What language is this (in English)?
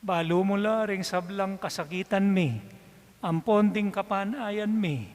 Pampanga